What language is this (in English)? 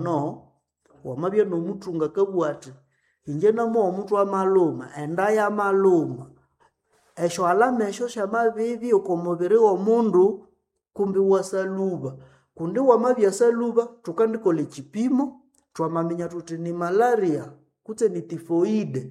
Nande